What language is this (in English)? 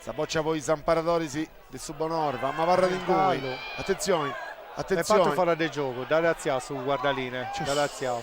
Sardinian